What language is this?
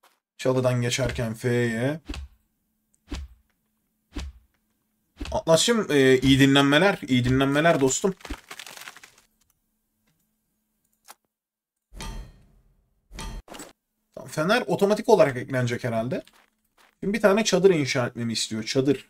Turkish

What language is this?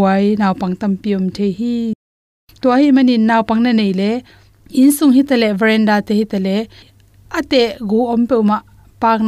Tedim Chin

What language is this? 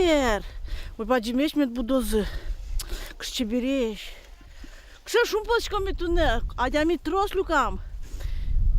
Udmurt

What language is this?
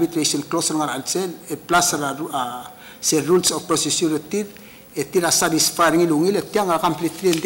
Palauan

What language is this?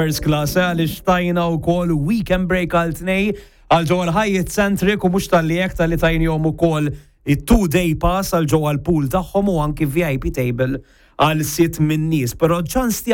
Maltese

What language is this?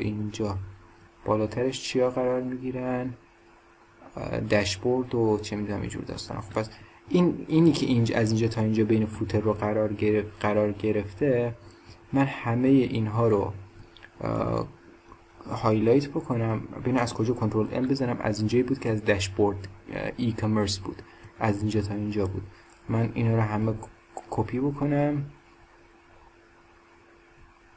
Persian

